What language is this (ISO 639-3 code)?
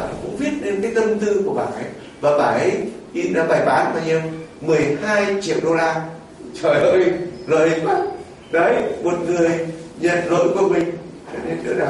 vie